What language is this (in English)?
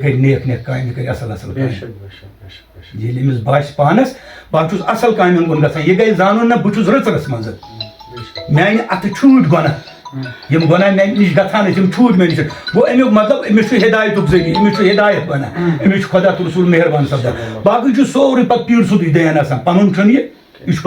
Kashmiri